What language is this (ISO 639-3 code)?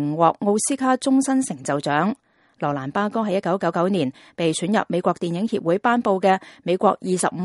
yue